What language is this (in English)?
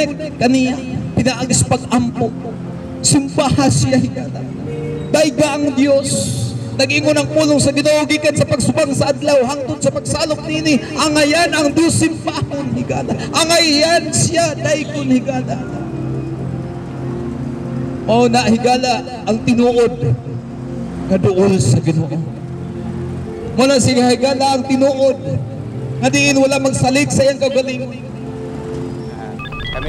Cebuano